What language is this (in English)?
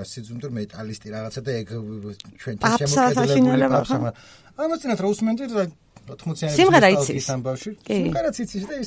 Georgian